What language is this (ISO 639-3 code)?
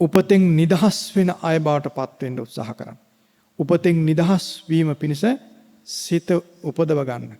sin